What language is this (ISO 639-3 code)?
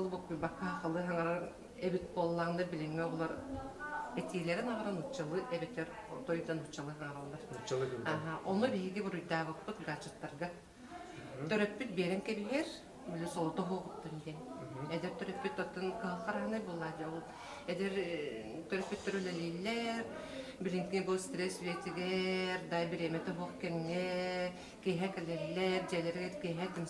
sah